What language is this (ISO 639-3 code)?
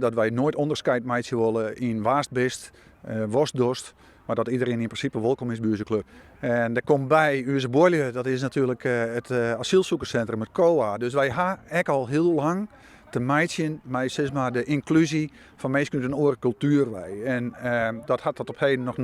fry